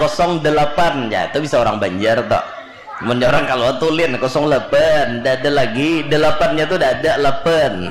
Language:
Banjar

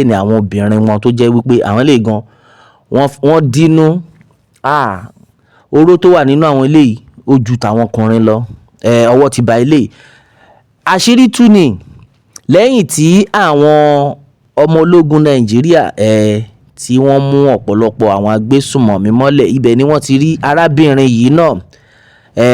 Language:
Yoruba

